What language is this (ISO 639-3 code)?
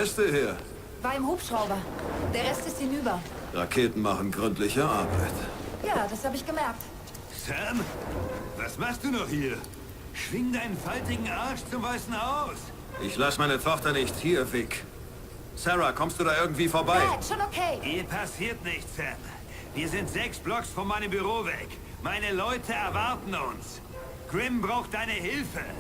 bar